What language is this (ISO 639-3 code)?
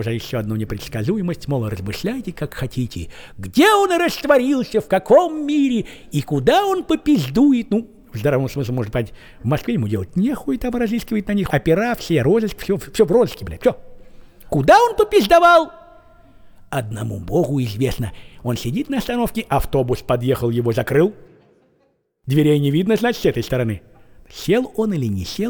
rus